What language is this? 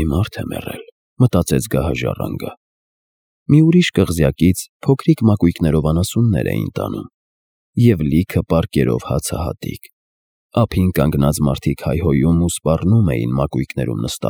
Armenian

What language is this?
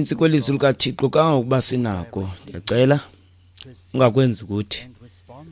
Xhosa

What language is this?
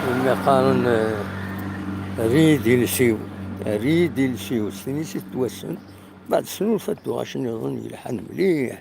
Kabyle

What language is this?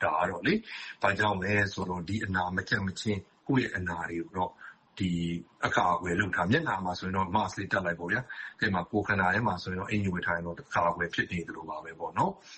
Burmese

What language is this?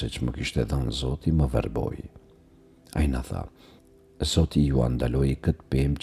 Albanian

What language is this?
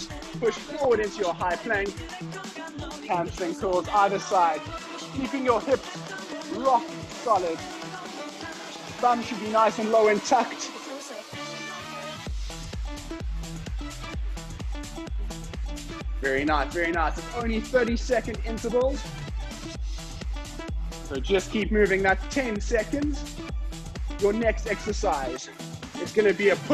English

